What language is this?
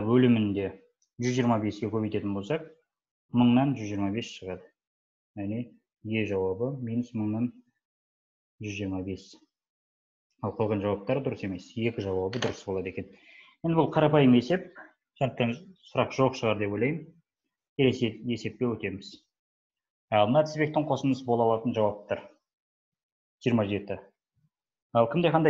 Kazakh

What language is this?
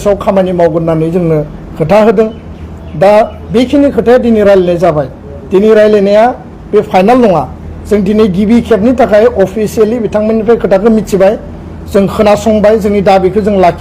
Bodo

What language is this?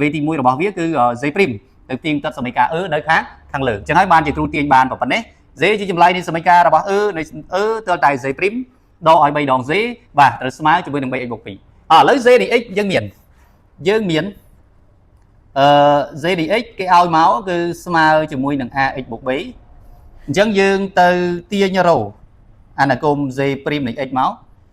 Khmer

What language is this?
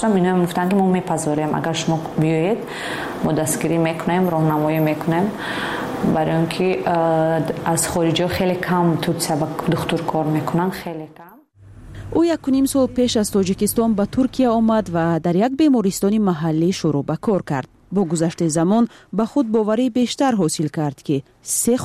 Tajik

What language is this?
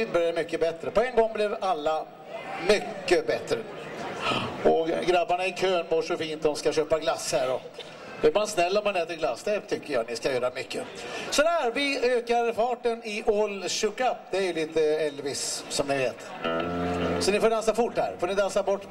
Swedish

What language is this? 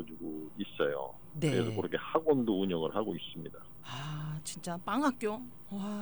Korean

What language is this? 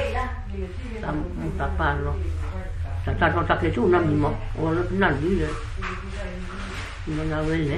S'gaw Karen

